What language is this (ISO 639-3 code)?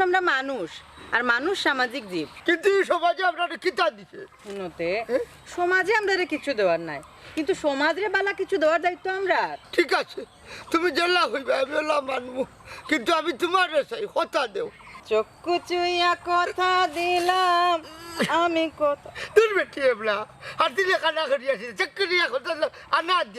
syl